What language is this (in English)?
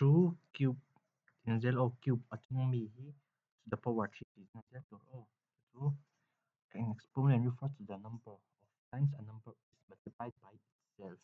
Mizo